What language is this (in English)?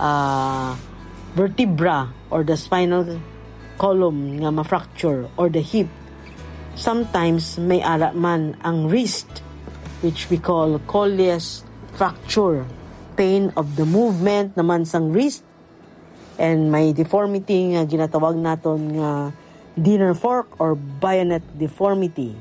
Hiligaynon